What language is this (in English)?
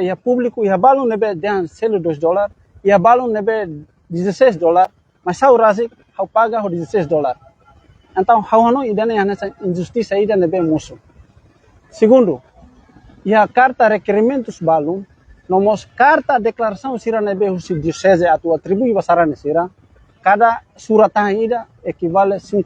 Tetum